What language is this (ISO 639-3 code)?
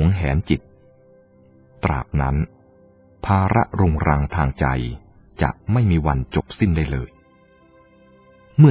tha